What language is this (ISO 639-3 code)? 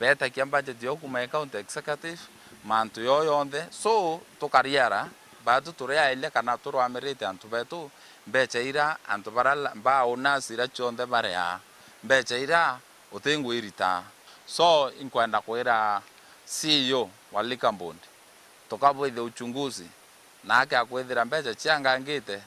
mer